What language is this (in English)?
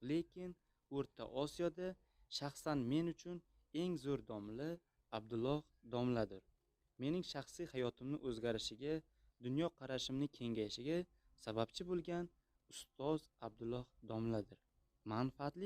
Uzbek